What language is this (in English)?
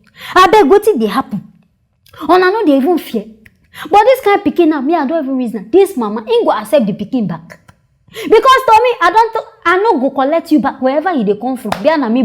Nigerian Pidgin